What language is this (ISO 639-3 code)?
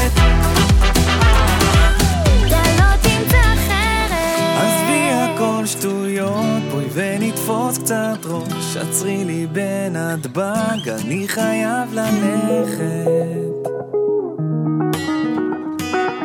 heb